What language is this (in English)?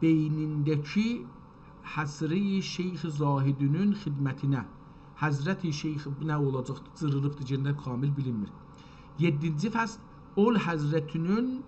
South Azerbaijani